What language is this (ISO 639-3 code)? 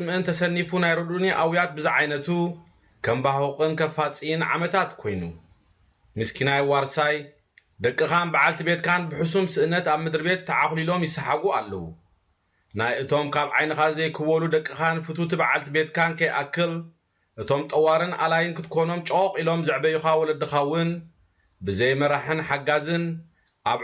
tir